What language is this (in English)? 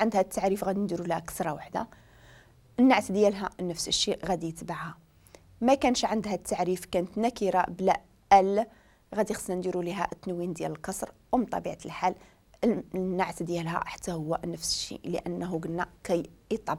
Moroccan Arabic